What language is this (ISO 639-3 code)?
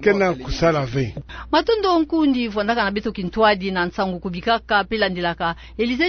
ktu